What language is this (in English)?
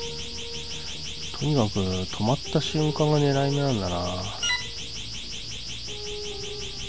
Japanese